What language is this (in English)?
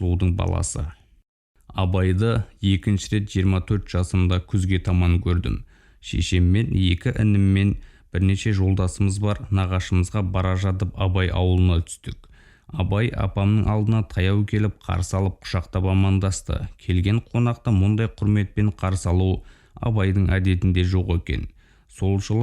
Kazakh